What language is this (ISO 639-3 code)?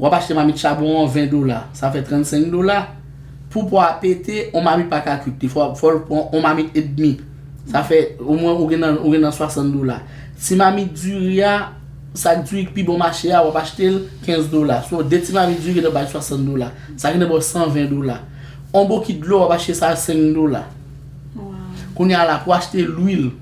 hat